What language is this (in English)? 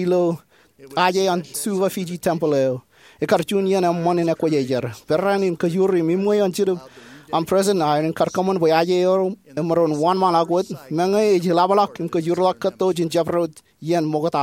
Marshallese